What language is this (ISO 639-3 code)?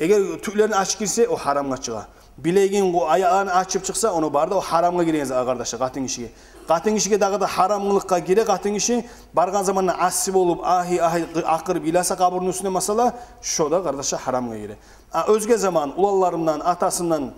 kum